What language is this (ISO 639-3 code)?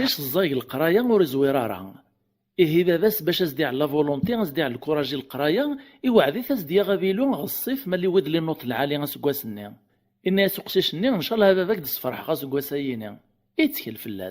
kab